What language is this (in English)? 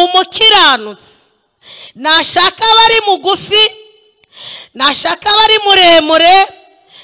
Kinyarwanda